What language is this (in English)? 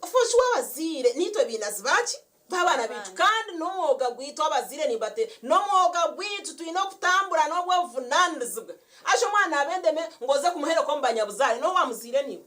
Nyankole